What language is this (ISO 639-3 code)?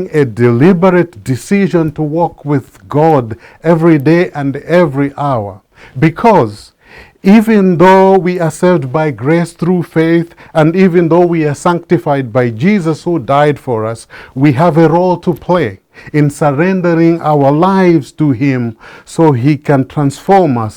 eng